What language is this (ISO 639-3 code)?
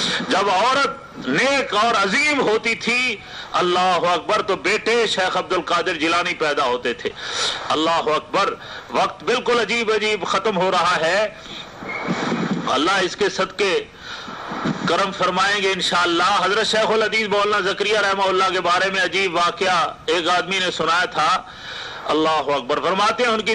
urd